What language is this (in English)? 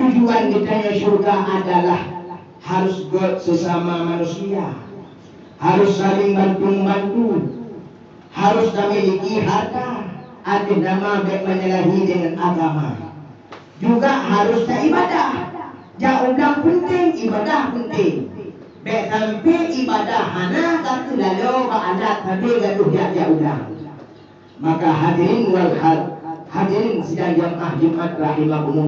Achinese